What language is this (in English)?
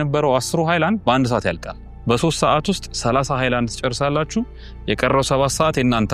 Amharic